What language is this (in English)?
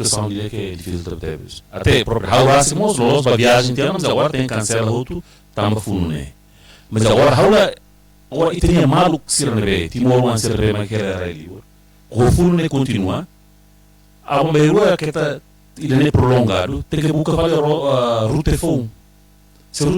Tetum